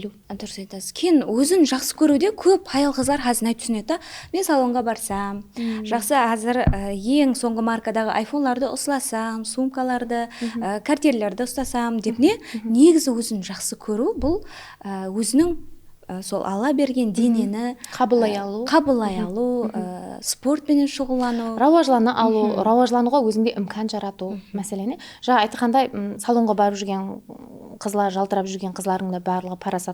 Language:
Kara-Kalpak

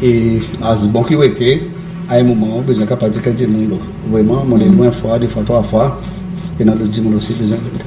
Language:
Seselwa Creole French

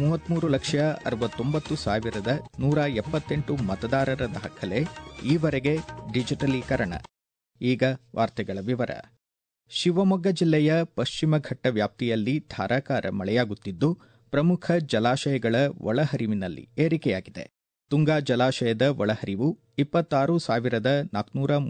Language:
Kannada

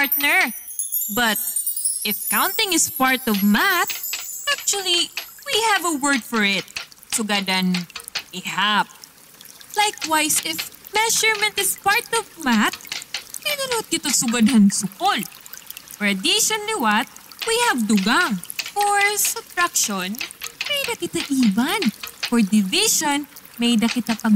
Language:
Waray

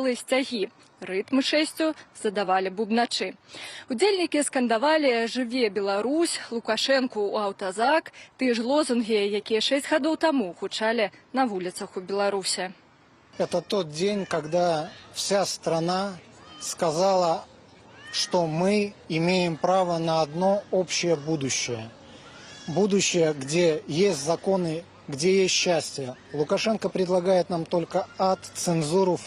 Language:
Belarusian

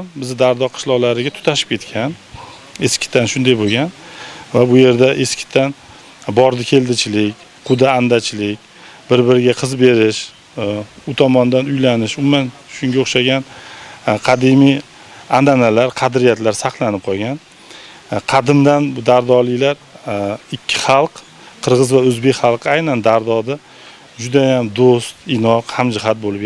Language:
Uzbek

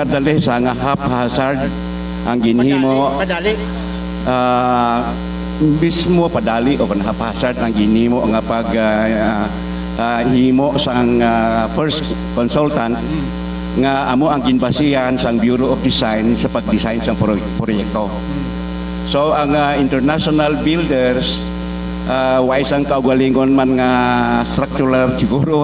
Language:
Hiligaynon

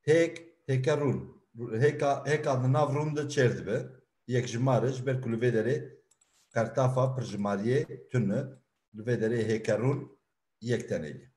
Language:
Kurdish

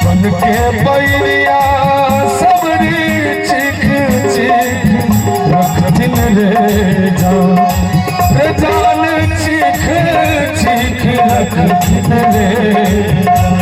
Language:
Maithili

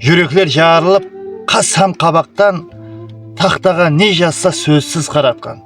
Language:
Kara-Kalpak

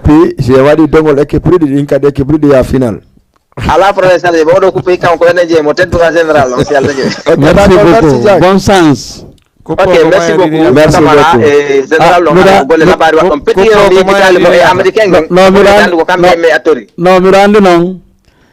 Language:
Fula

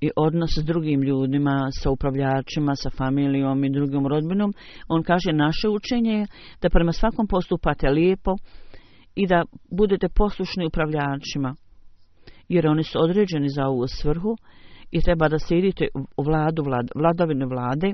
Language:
Bosnian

